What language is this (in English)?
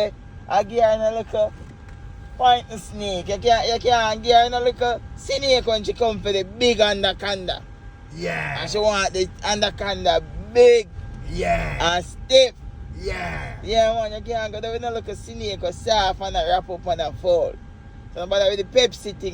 Jamaican Creole English